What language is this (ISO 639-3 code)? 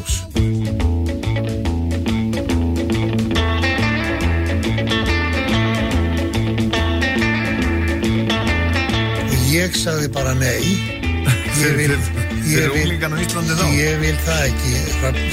isl